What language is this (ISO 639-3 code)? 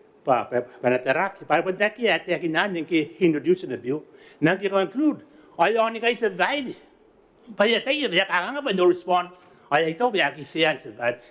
gil